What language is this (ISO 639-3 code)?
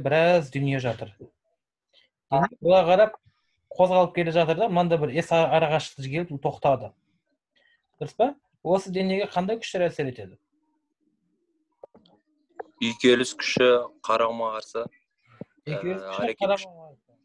kaz